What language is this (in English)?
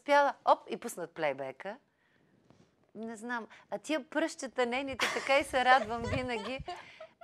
Bulgarian